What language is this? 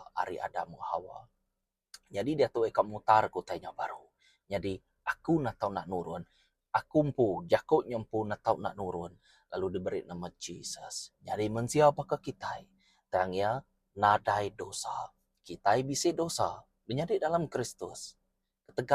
Iban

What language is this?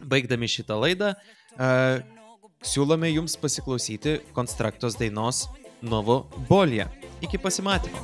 Lithuanian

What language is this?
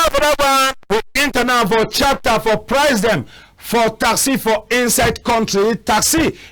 Cameroon Pidgin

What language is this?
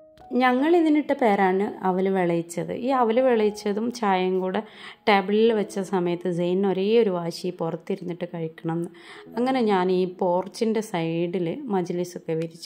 Malayalam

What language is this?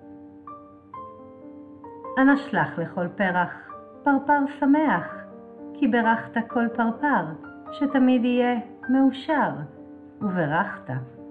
Hebrew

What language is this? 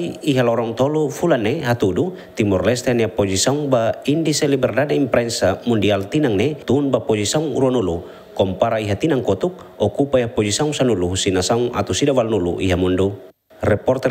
Tetum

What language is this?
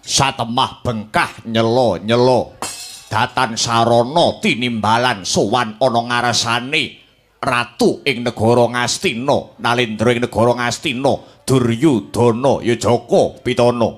Javanese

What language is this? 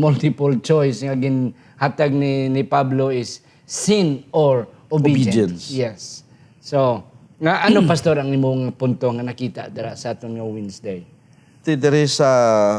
Hiligaynon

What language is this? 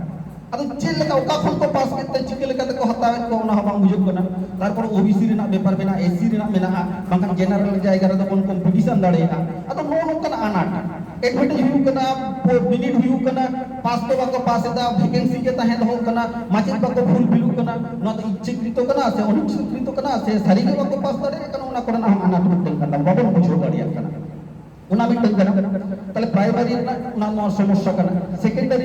Santali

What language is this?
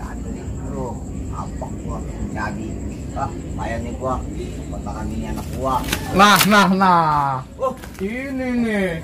Betawi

